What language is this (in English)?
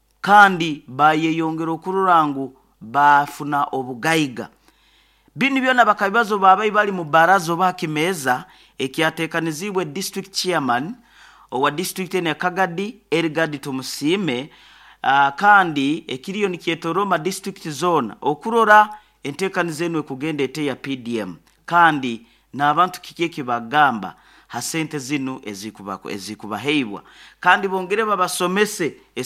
Nyoro